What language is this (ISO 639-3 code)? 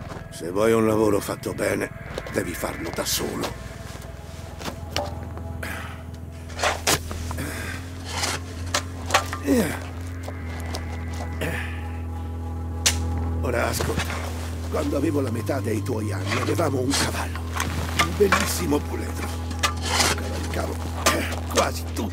ita